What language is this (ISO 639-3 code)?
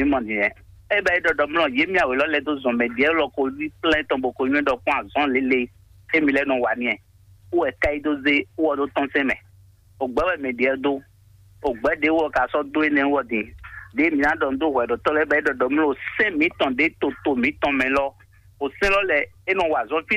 fon